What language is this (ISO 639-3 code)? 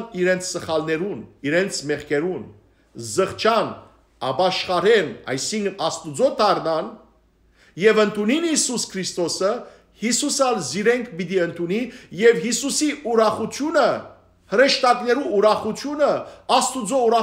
hyw